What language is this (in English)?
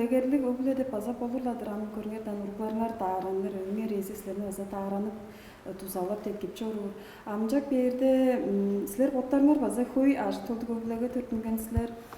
Tuvinian